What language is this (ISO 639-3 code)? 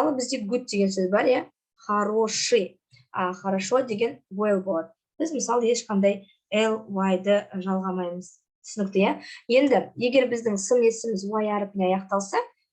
kaz